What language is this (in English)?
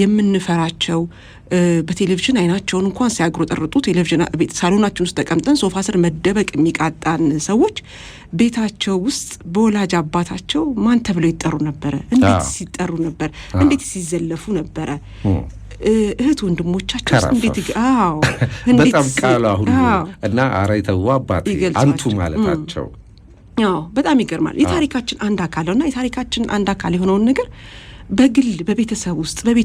Amharic